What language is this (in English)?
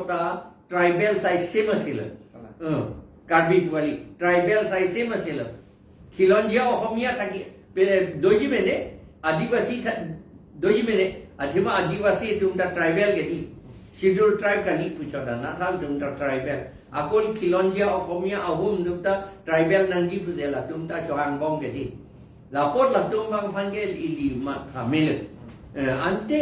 Karbi